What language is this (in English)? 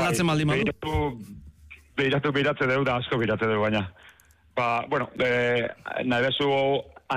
Basque